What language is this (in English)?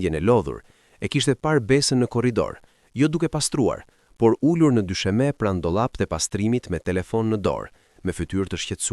Albanian